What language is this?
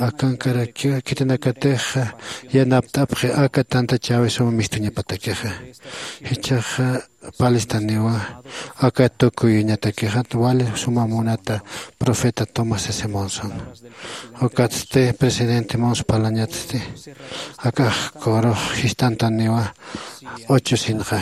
Aymara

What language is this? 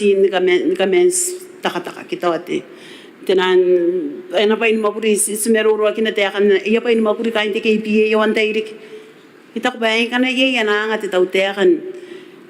Gilbertese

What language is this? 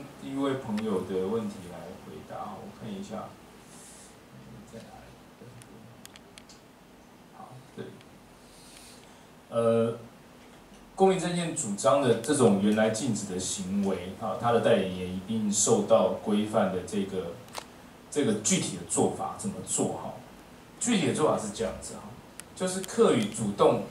Chinese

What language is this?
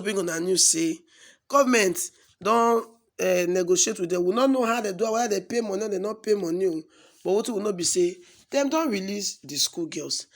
Nigerian Pidgin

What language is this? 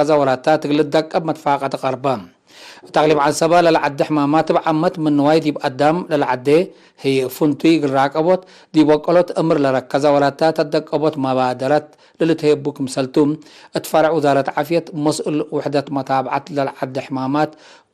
Tigre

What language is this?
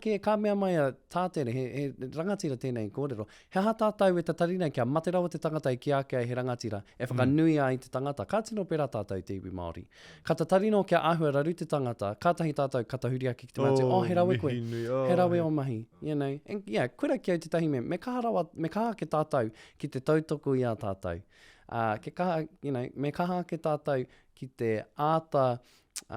Māori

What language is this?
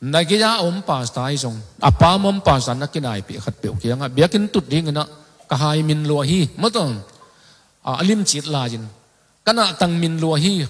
Tedim Chin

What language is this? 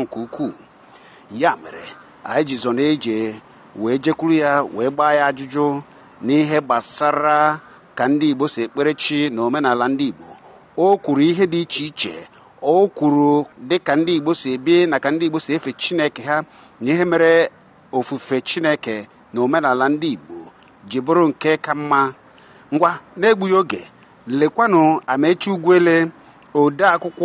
Igbo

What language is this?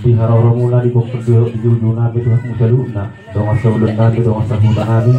Batak Toba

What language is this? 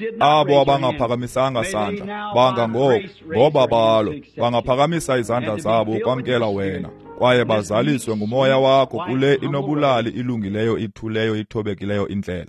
Xhosa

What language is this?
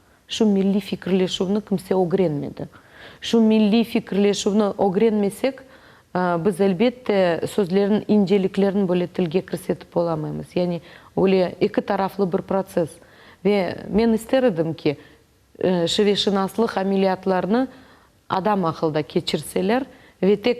Crimean Tatar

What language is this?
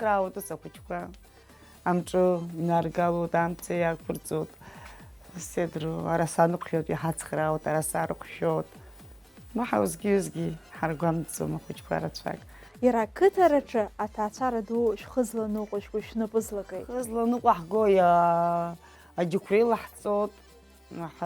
Abkhazian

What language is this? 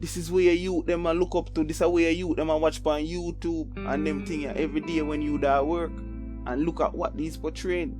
Jamaican Creole English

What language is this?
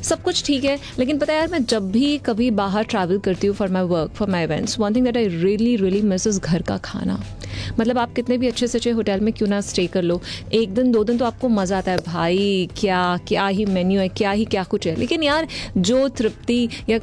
Hindi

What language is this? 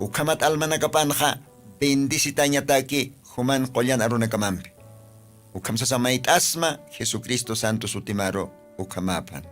Aymara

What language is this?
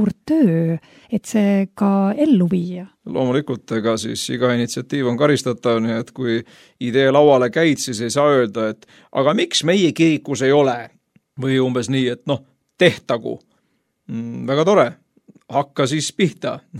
Estonian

